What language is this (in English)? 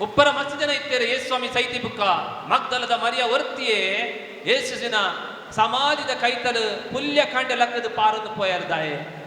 Tulu